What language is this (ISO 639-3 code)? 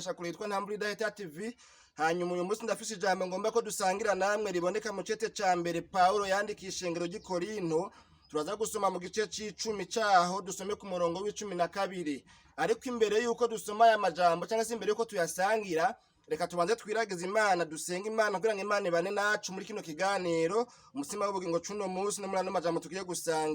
run